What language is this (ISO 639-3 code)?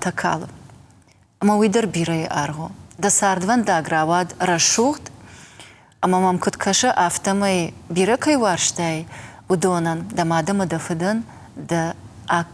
oss